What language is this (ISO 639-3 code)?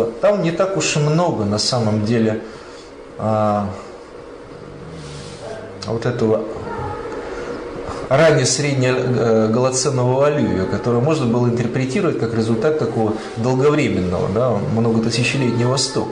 rus